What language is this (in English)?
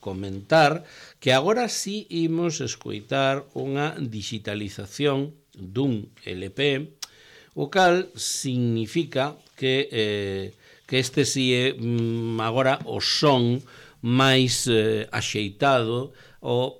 Galician